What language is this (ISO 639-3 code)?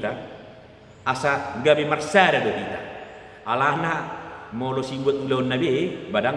bbc